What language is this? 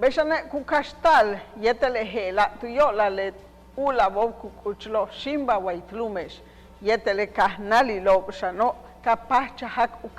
Yucateco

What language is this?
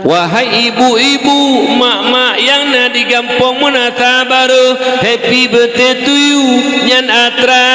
Achinese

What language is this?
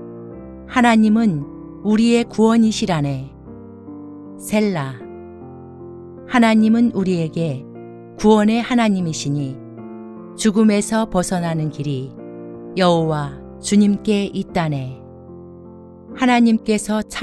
Korean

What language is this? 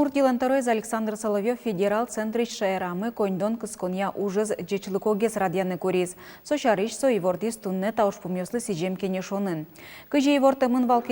Udmurt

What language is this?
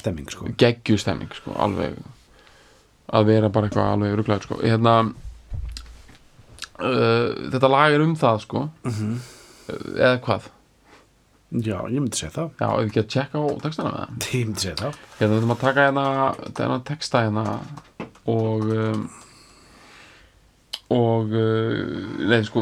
Icelandic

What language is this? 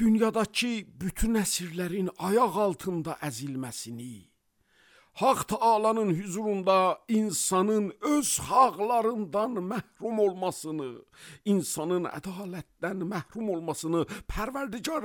Azerbaijani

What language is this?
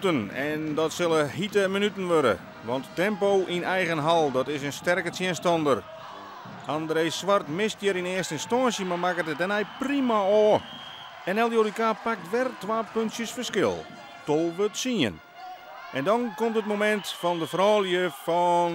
Western Frisian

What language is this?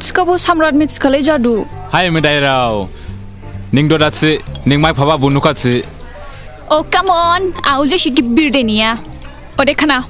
Dimasa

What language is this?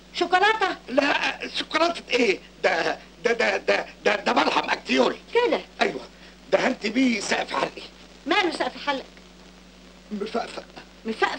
Egyptian Arabic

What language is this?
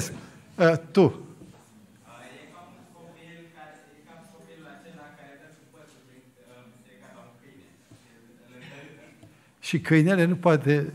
Romanian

